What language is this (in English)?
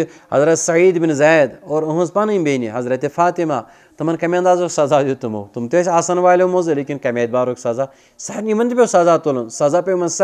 Kashmiri